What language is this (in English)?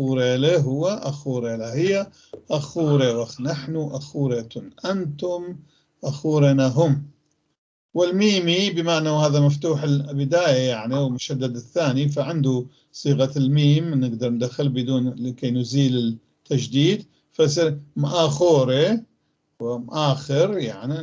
North Levantine Arabic